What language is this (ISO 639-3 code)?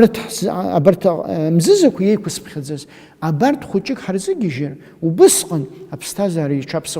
abk